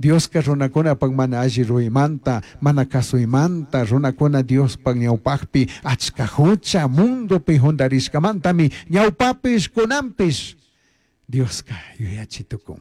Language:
Chimborazo Highland Quichua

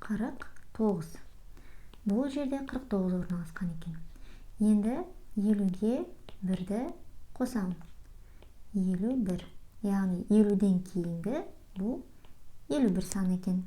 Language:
Kazakh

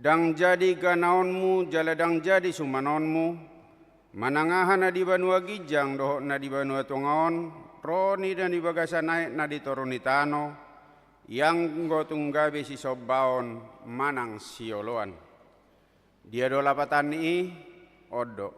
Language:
Batak Toba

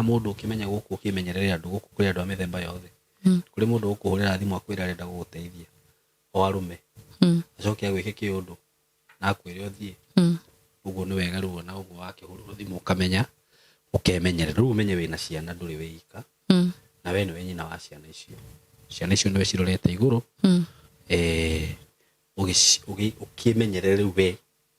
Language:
Kikuyu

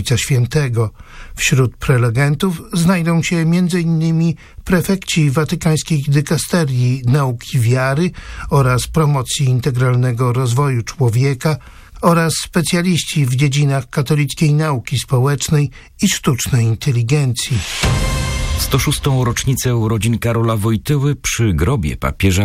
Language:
Polish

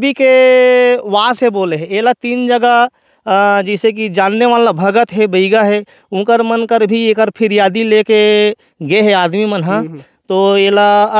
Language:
Chhattisgarhi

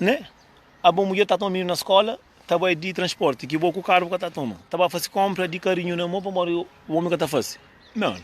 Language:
Kabuverdianu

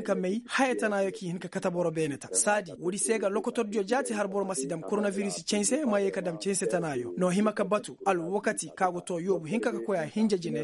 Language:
Koyraboro Senni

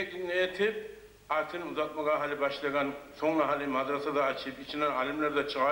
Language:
Kumyk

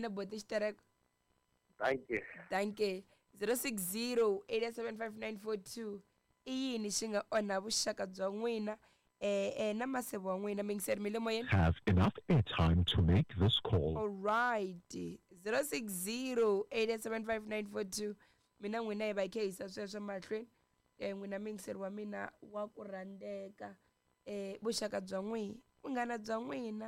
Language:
Tsonga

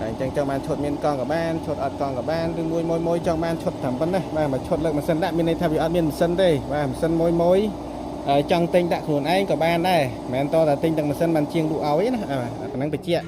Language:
Khmer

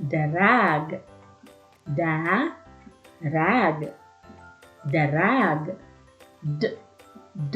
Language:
Waray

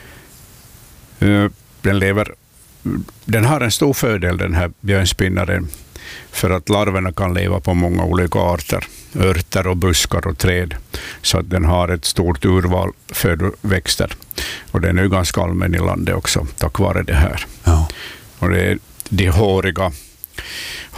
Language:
Swedish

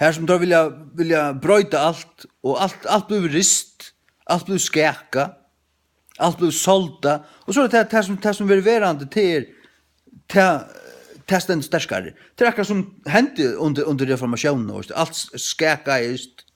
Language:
Faroese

